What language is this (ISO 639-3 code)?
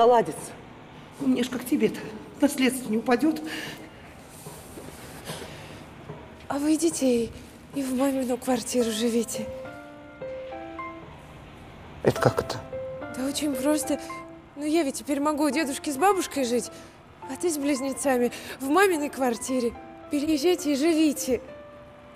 rus